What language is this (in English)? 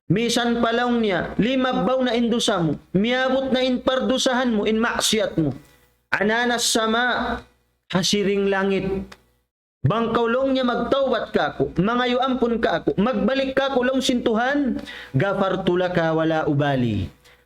Tausug